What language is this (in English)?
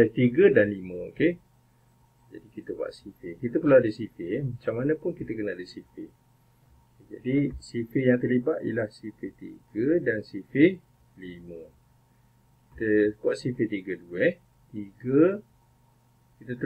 Malay